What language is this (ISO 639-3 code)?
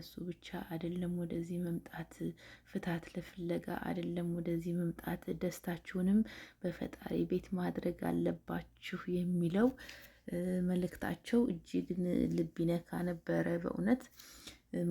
amh